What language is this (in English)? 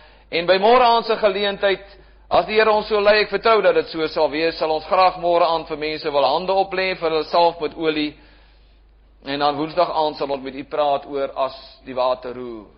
Afrikaans